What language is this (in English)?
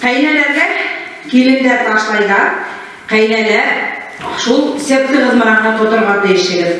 Bashkir